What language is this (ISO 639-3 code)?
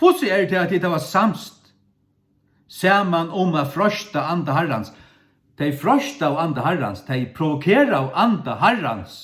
fao